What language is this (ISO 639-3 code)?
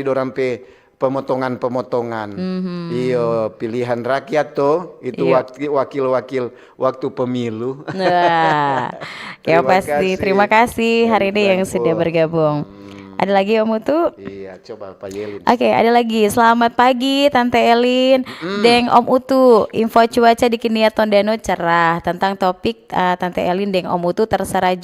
xmm